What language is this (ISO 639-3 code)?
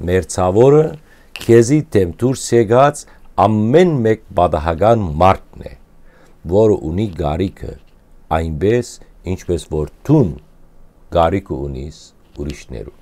hyw